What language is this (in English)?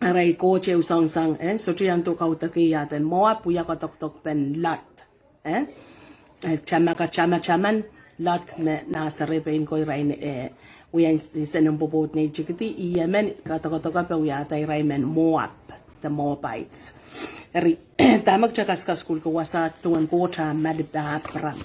Pohnpeian